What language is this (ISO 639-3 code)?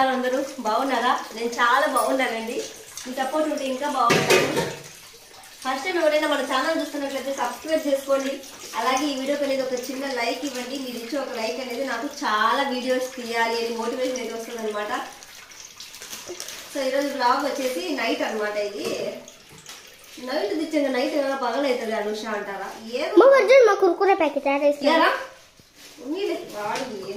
tel